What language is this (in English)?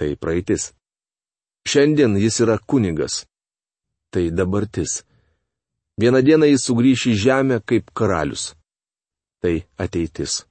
Lithuanian